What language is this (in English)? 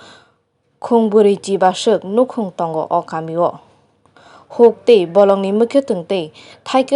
Kok Borok